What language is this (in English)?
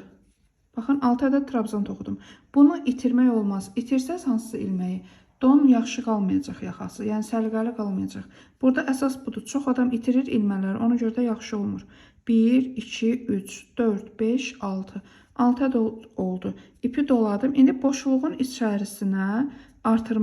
Azerbaijani